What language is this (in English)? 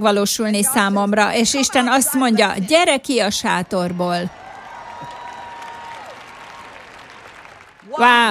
Hungarian